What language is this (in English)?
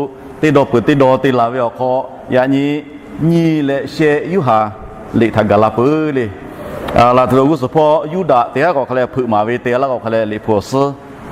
Lahu